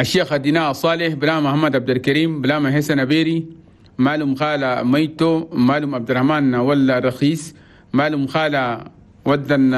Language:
Chadian Arabic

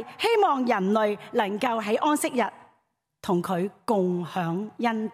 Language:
Cantonese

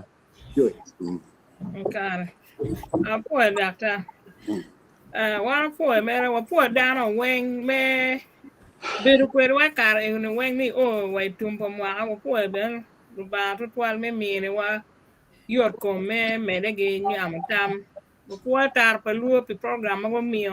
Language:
Acoli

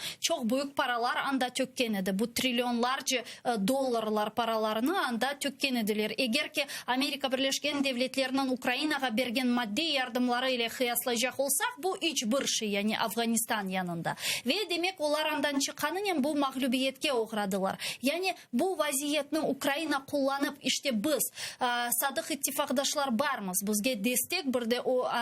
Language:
Crimean Tatar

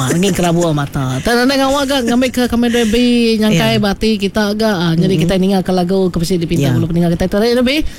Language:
Iban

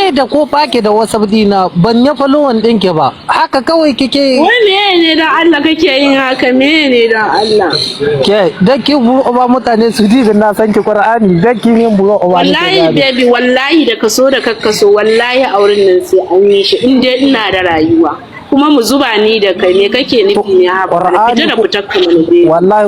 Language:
Hausa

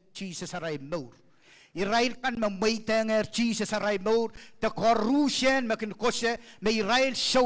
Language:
Pohnpeian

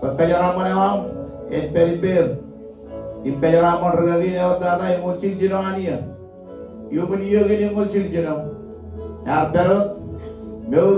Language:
Marshallese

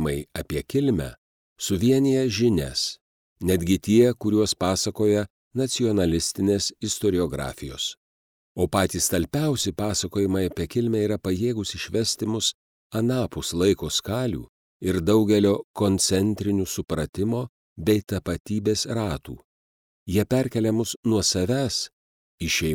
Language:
Lithuanian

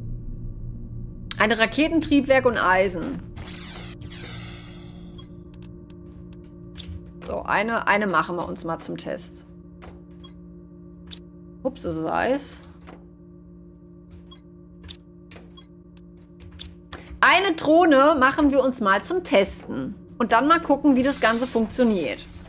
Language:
German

